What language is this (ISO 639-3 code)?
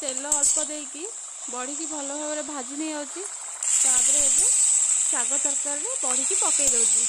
ori